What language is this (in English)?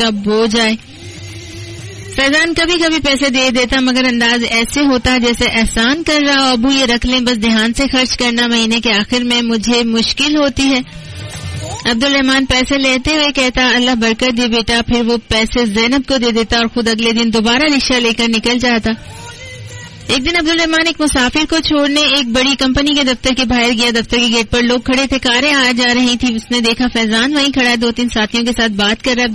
Urdu